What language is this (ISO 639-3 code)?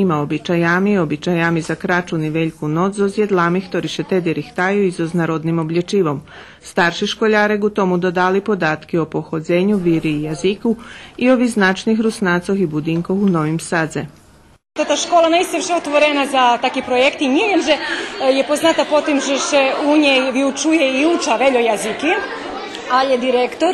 rue